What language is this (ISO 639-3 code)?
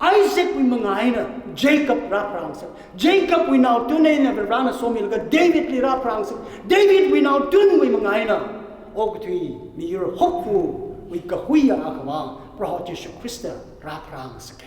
nmf